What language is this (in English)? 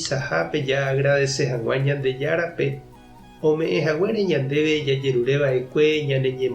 Guarani